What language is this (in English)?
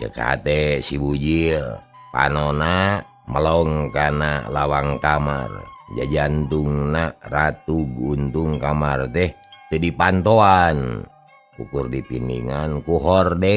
Sundanese